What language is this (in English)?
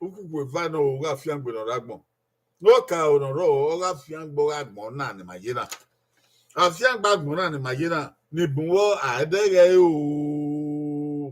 Bini